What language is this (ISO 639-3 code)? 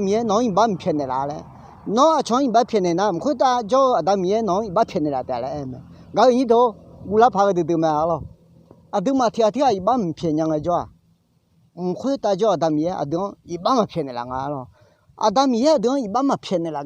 ahk